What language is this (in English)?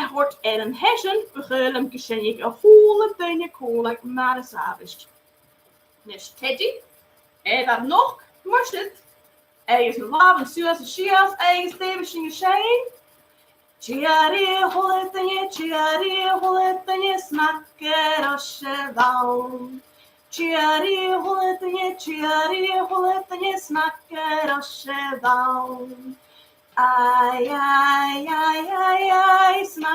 Scottish Gaelic